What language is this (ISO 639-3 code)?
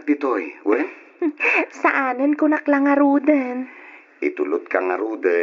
ilo